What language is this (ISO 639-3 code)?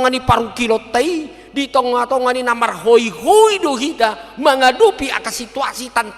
bbc